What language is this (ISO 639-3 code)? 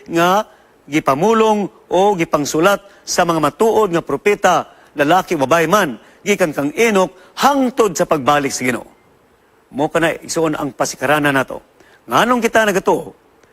ceb